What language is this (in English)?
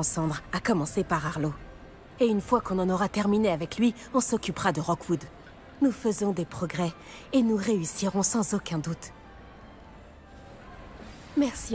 French